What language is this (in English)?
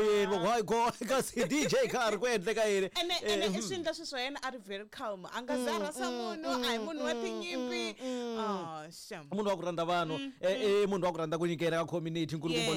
Tsonga